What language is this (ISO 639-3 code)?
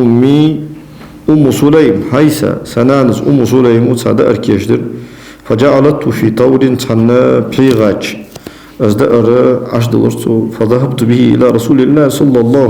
inh